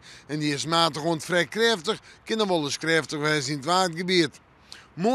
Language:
Western Frisian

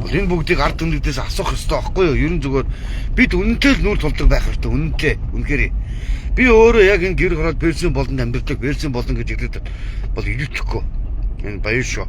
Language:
Mongolian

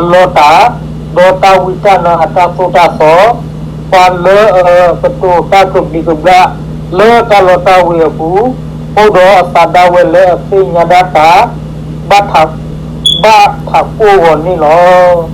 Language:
S'gaw Karen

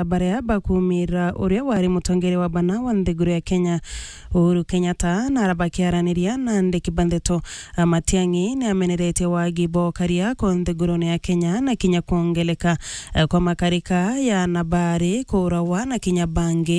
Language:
Meru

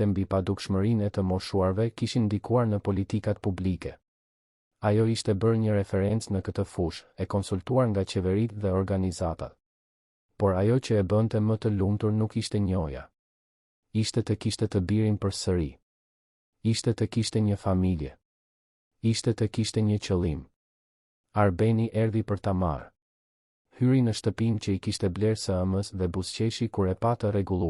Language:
Albanian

